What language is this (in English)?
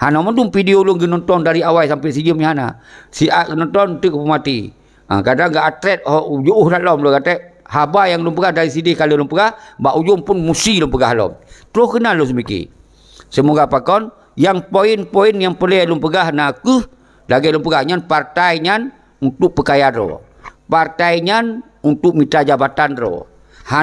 Achinese